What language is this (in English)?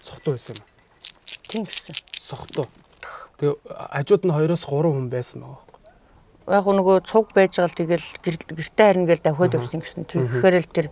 Mongolian